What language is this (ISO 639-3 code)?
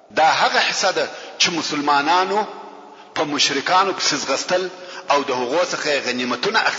pus